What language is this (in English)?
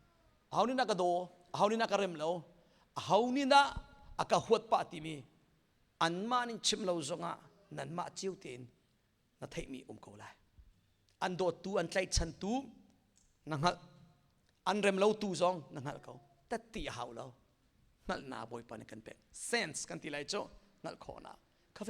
Hakha Chin